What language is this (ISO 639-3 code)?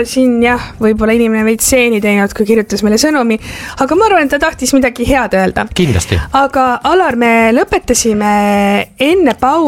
est